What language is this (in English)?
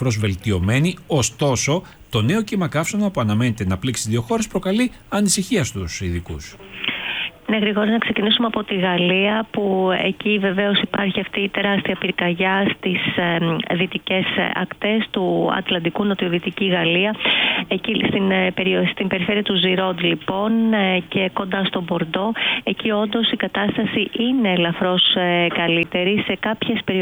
Greek